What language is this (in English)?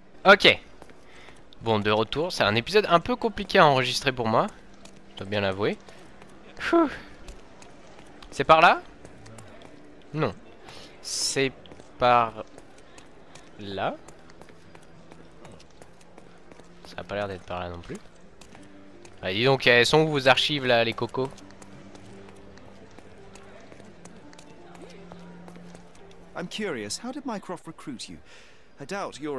French